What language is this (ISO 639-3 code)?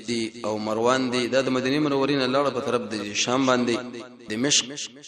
pus